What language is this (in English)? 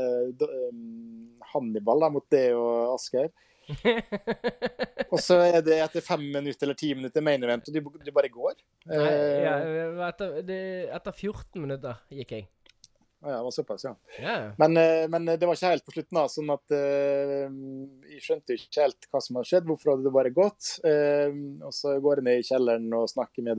Norwegian